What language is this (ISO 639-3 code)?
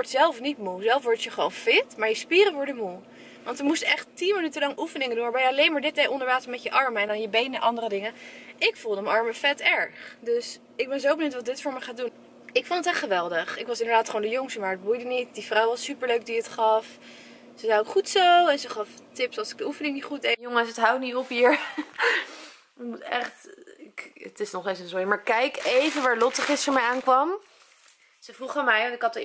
nld